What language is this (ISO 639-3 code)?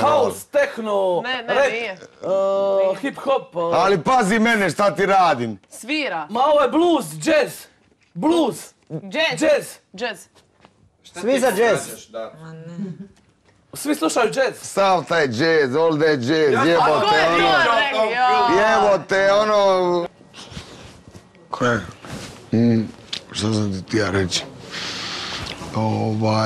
hrv